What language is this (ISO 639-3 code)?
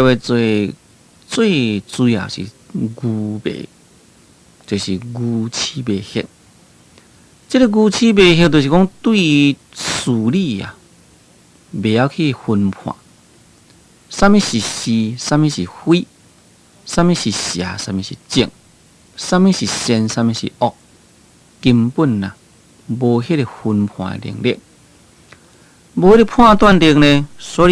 nan